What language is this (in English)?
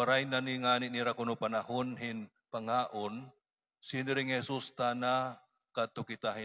Waray